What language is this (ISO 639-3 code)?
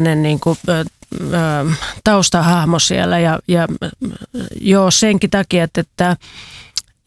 fin